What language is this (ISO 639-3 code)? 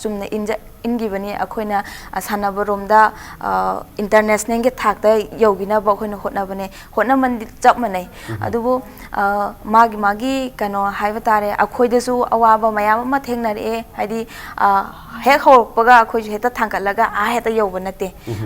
mni